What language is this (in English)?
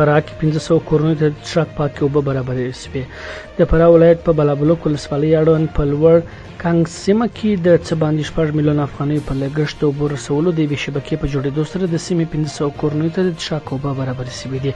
Pashto